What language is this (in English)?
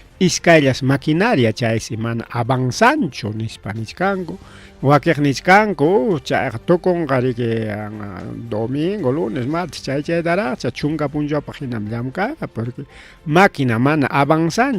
Ayacucho Quechua